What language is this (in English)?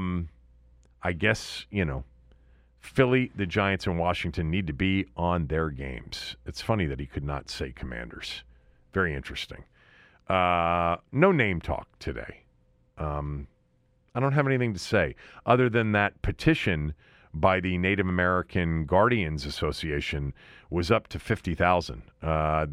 English